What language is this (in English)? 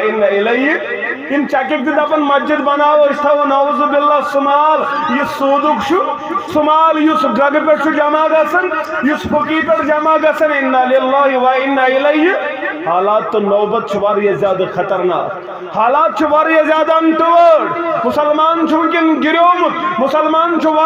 Kashmiri